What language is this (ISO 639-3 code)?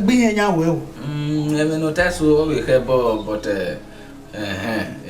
bin